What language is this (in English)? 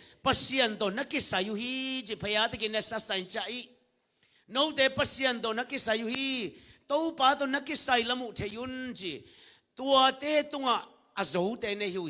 Tedim Chin